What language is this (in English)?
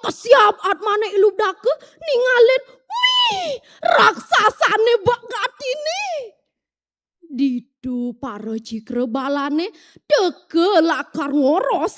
Balinese